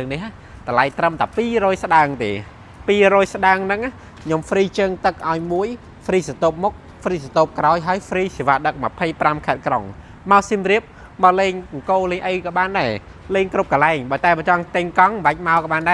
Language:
Khmer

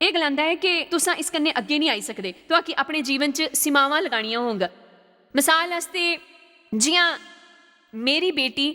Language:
Dogri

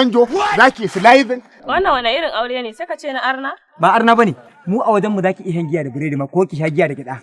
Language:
Hausa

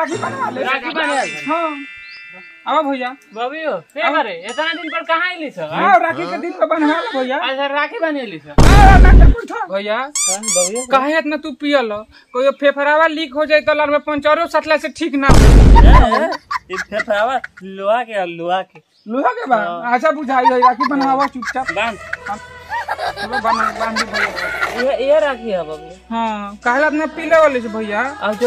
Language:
Bhojpuri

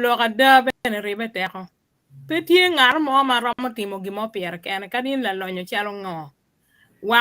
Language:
Acoli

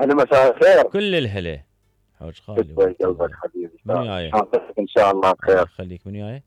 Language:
Mesopotamian Arabic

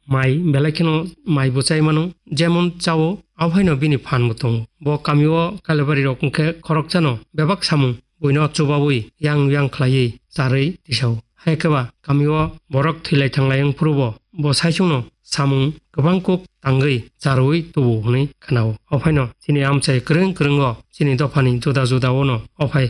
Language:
Kok Borok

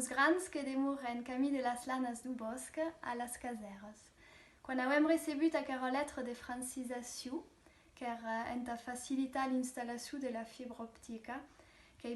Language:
Occitan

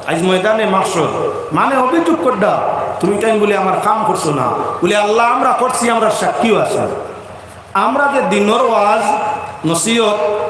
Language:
Sylheti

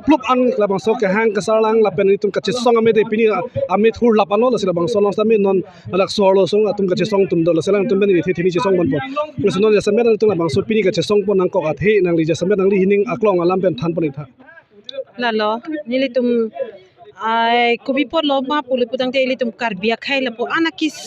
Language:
Karbi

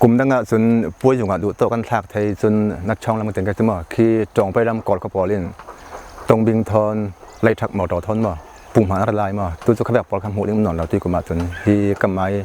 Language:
Falam Chin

